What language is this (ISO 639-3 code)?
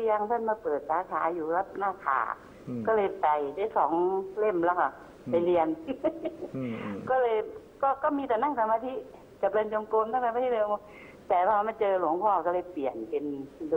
tha